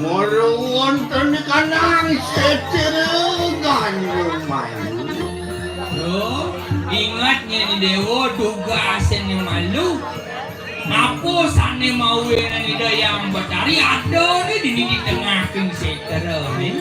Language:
Balinese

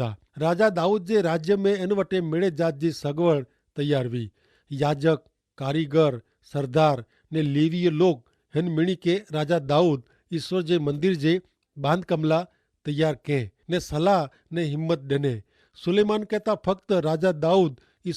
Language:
Kachhi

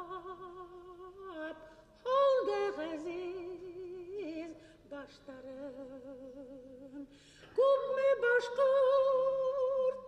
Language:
Bashkir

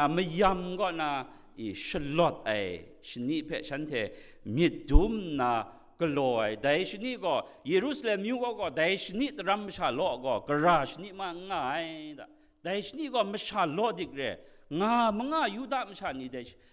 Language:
Kachin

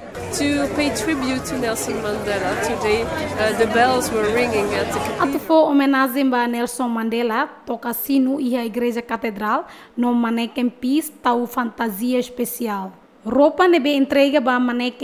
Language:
Tetum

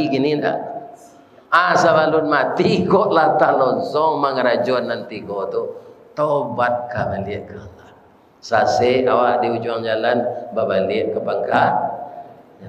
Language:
Minangkabau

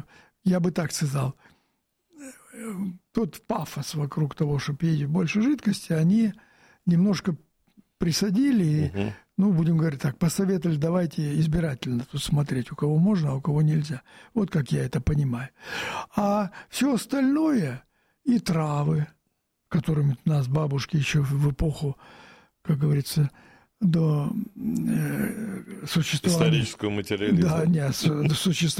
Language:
Russian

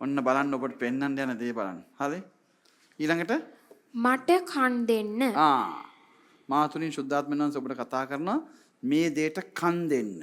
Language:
Sinhala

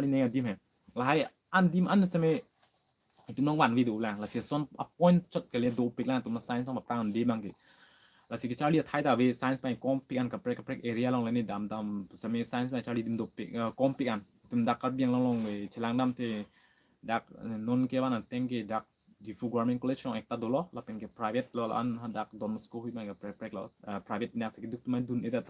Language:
Karbi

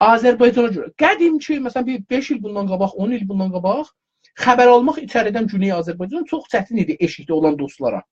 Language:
South Azerbaijani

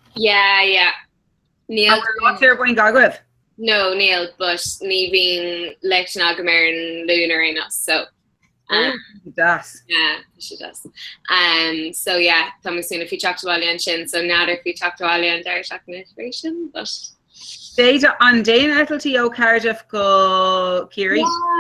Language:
Irish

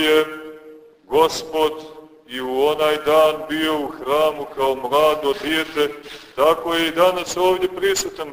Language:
Serbian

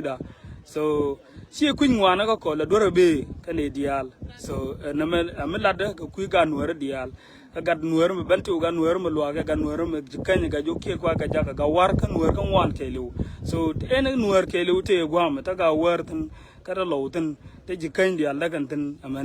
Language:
Nuer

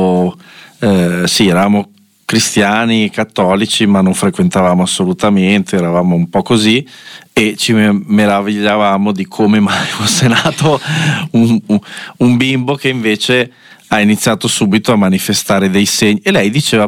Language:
Italian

